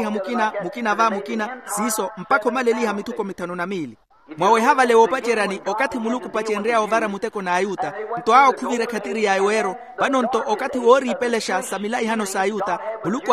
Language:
Makhuwa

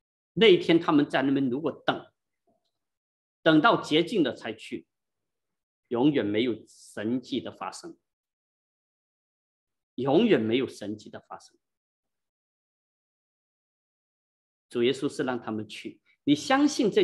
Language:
Chinese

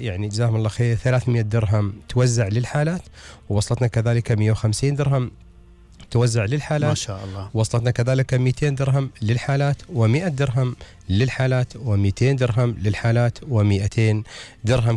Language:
Gulf Arabic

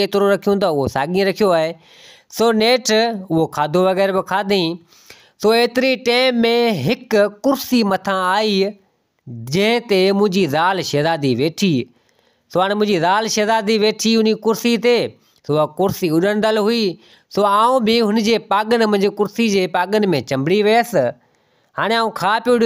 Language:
Sindhi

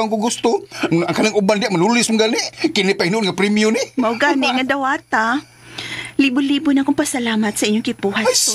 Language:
Cebuano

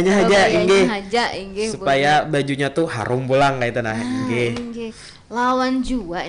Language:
Banjar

